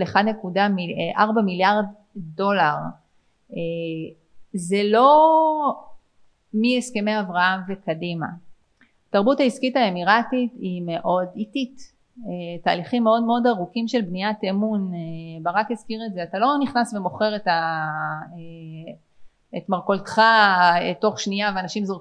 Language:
Hebrew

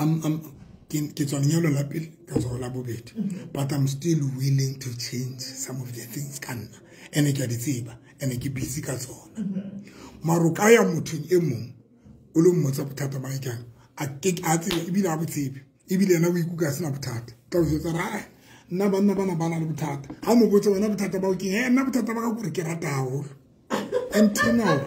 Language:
Southern Sotho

